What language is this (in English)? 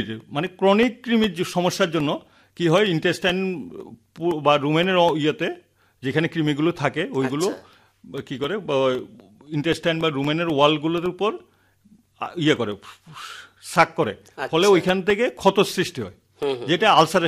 Bangla